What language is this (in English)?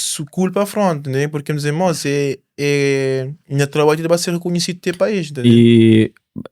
Kabuverdianu